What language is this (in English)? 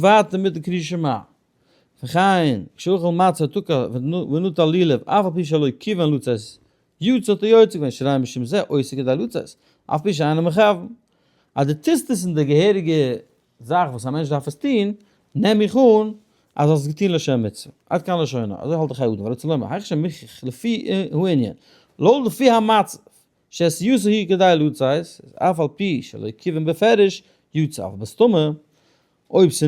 Yiddish